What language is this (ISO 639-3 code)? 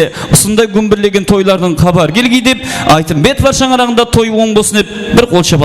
kaa